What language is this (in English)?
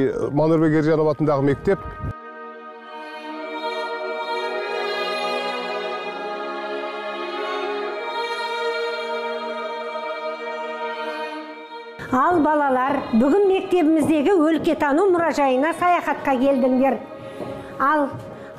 Kazakh